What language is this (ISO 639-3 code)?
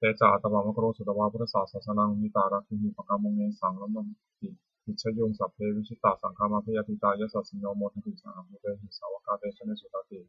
pli